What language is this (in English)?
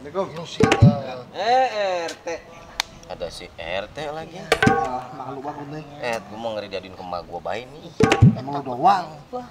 Betawi